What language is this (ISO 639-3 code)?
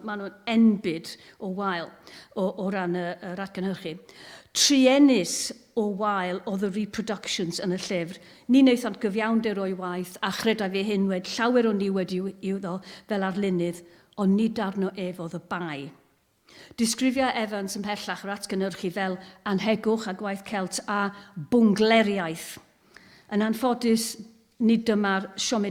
cym